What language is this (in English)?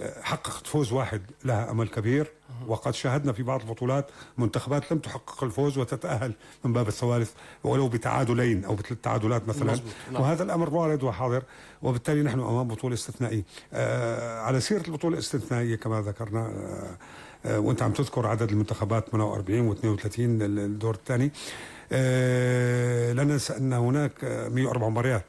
North Levantine Arabic